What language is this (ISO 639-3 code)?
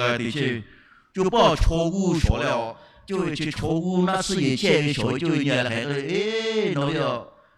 lhu